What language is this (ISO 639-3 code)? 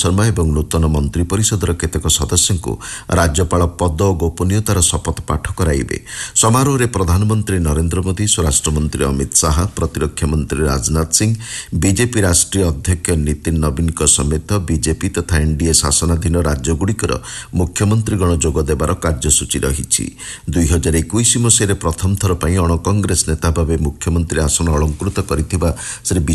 ori